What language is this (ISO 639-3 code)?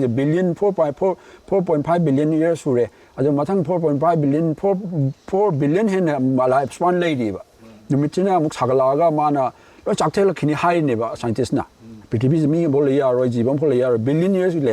mni